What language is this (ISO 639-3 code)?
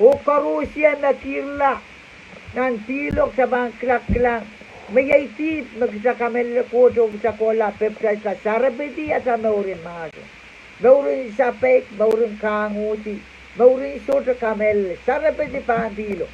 pon